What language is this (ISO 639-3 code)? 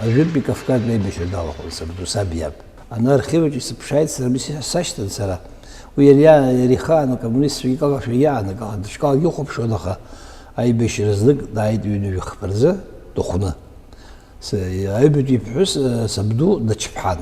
abk